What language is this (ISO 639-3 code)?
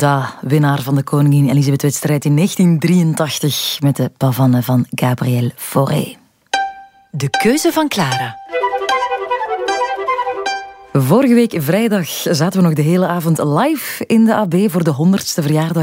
nld